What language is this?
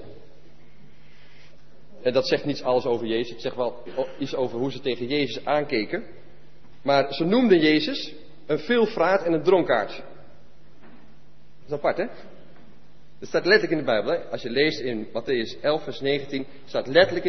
Dutch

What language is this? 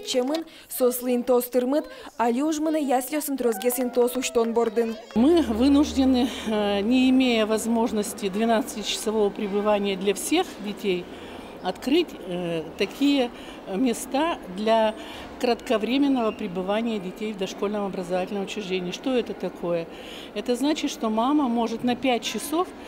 Udmurt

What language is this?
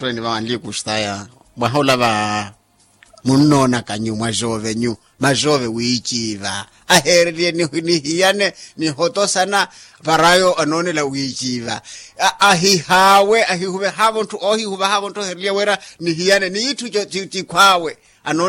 Makhuwa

